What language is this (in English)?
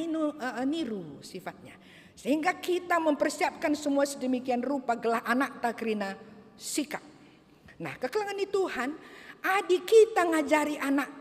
Batak Karo